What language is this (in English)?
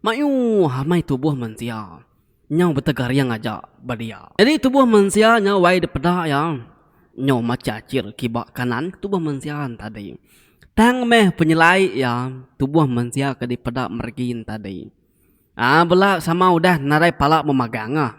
Iban